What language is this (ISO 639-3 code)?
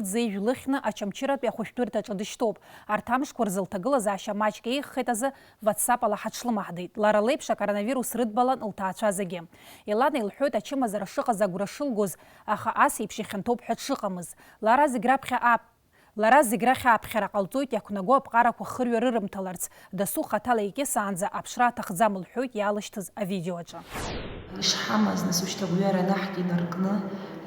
abk